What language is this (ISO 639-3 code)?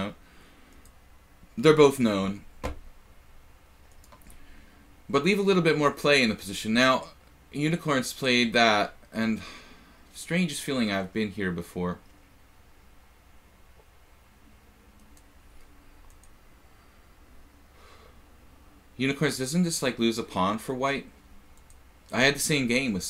eng